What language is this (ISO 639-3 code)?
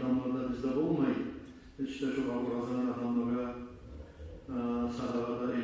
kum